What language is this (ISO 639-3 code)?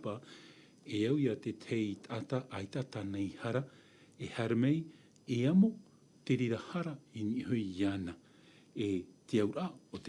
tah